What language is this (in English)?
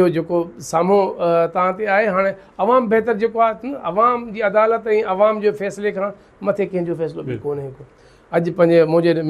Sindhi